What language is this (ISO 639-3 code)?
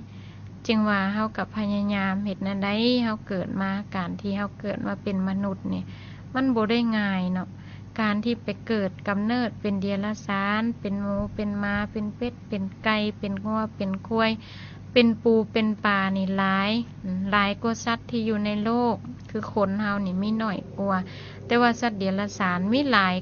lao